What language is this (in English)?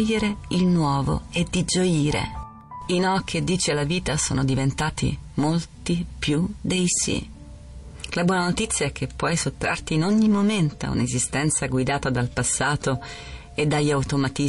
Italian